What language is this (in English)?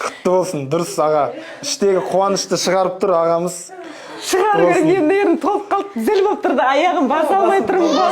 Kazakh